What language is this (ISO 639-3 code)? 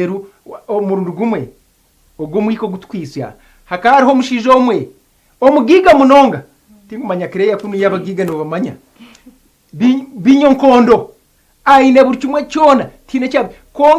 nyn